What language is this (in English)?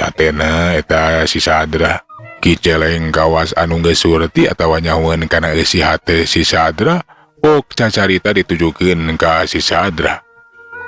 Sundanese